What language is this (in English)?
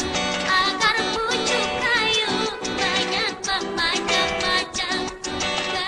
Banjar